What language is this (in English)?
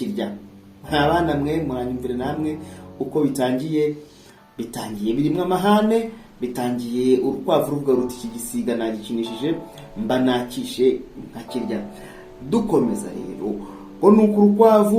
Kinyarwanda